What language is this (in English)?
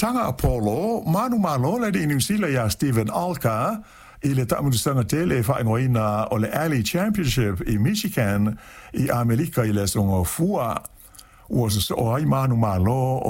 Samoan